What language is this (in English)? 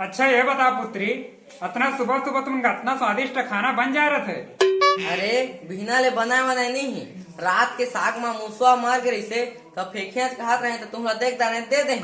Chhattisgarhi